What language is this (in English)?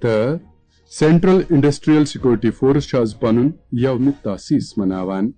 Kashmiri